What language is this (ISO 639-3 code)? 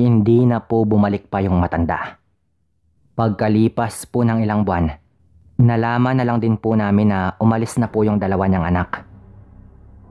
fil